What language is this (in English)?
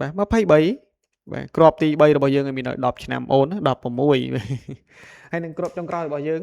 Khmer